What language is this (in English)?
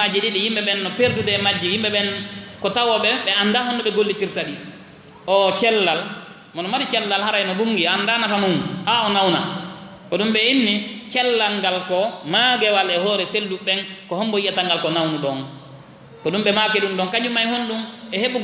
Fula